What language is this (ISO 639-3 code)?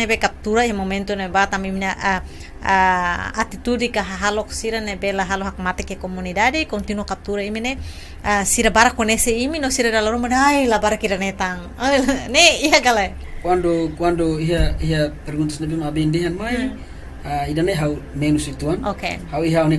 tet